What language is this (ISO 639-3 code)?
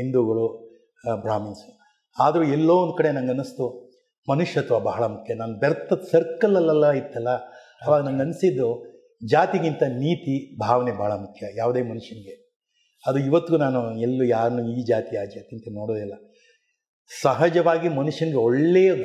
kan